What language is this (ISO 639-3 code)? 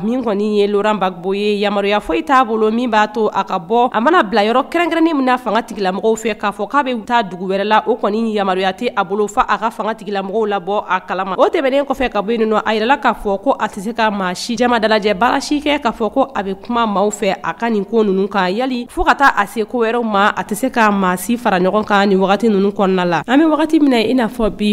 bam